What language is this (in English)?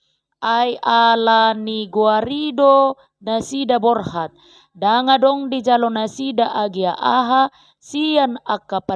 Batak Toba